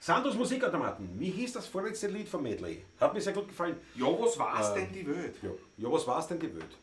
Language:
Bavarian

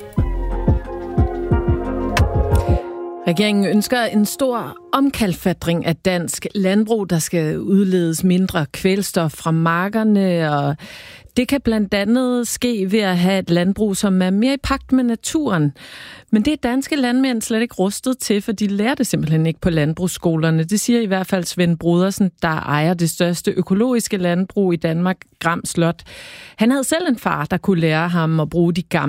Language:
Danish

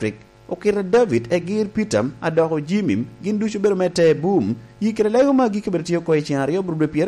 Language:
Lango (Uganda)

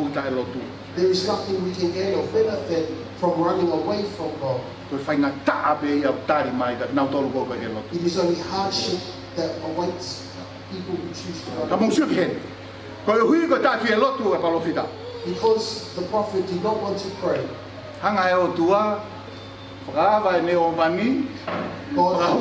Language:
Tongan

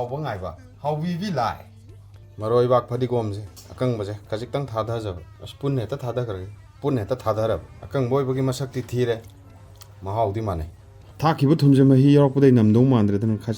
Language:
Manipuri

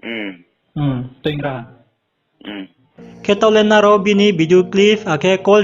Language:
Riang (India)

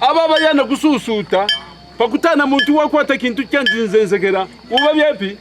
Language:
Kaonde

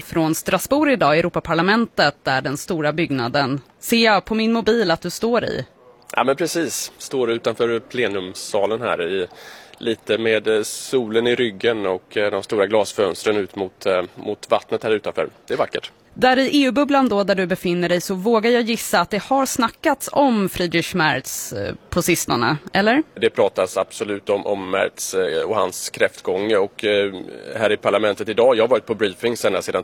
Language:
Swedish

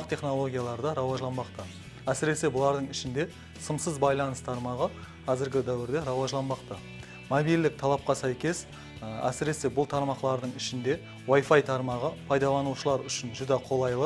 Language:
Kara-Kalpak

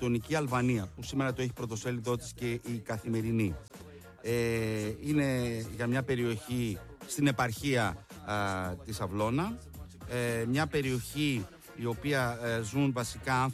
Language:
Greek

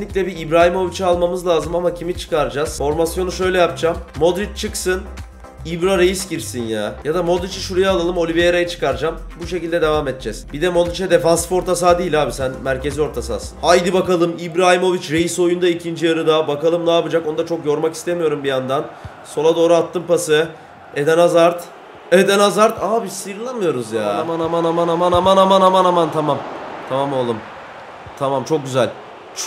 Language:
Turkish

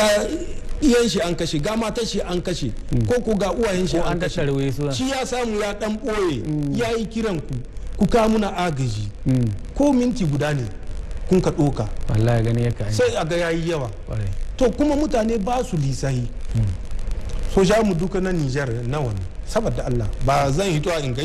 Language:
Hausa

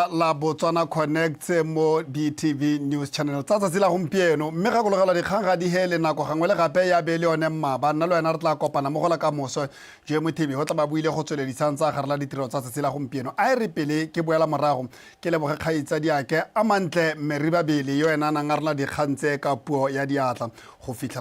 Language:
Tswana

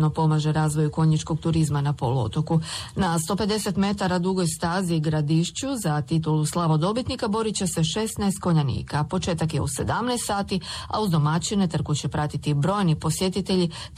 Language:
Croatian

